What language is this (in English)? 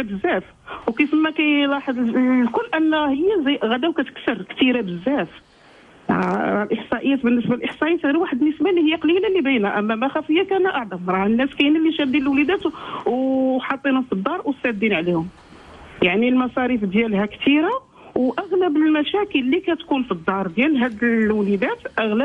Moroccan Arabic